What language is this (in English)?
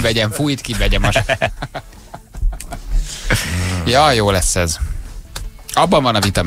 Hungarian